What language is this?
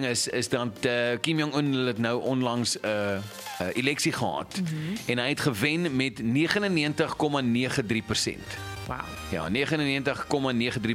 Afrikaans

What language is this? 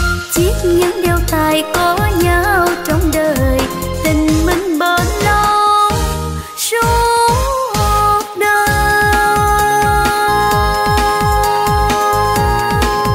Vietnamese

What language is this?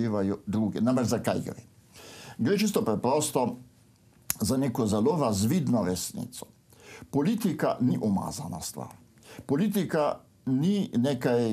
Slovenian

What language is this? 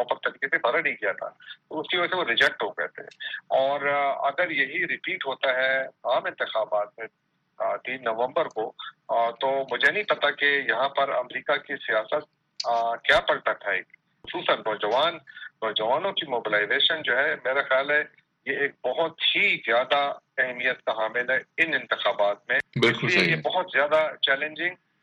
Urdu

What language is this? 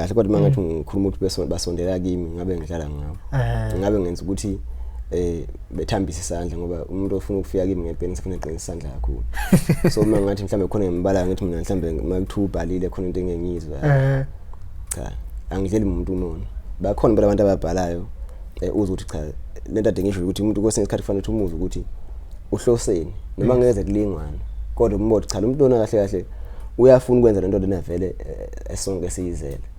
Zulu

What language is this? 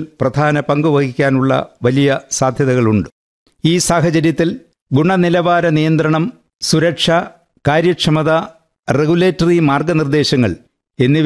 Malayalam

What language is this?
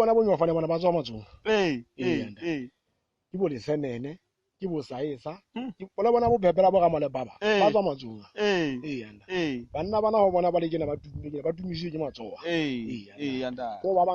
Southern Sotho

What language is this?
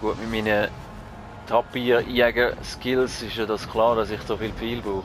Swiss German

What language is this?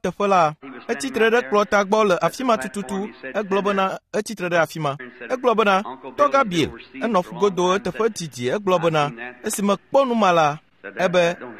Ewe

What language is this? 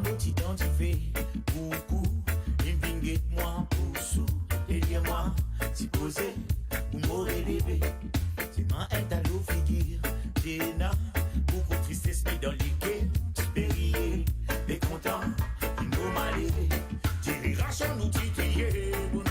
Morisyen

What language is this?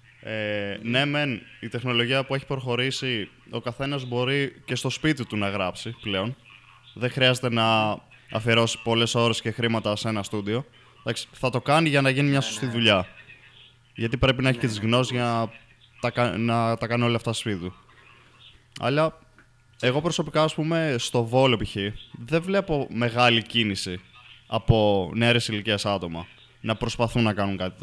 Greek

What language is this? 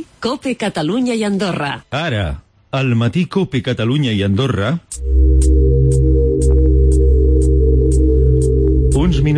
Catalan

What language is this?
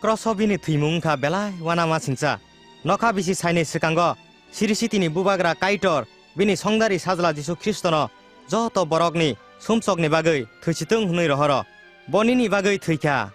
Kok Borok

